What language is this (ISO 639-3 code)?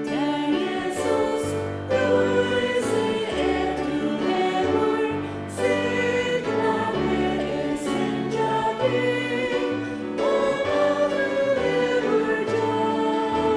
fao